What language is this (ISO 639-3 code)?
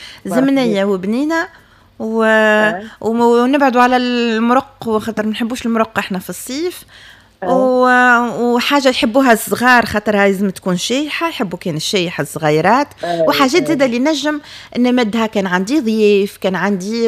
aeb